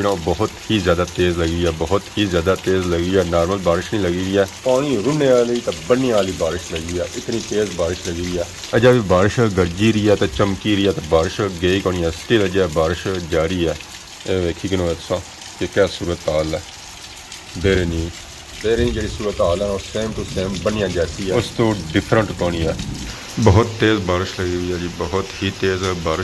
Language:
Pahari-Potwari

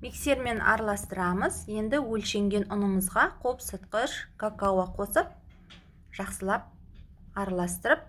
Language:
Kazakh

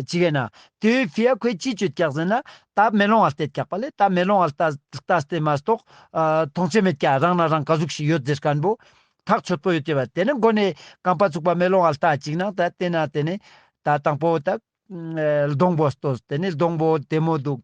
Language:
Ladakhi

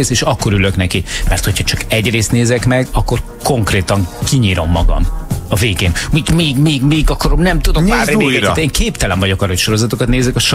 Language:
Hungarian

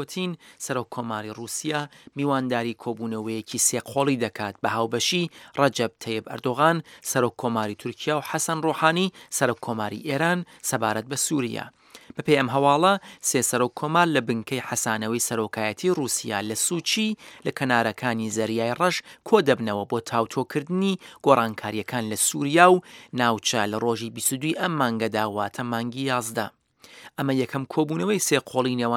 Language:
Central Kurdish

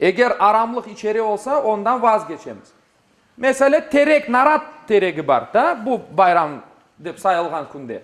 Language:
Crimean Tatar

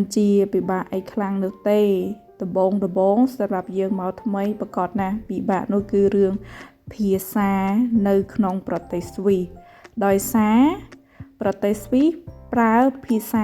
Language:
Khmer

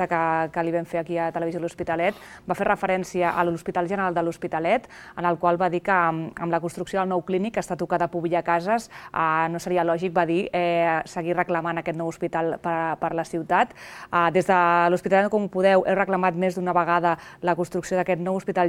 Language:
Catalan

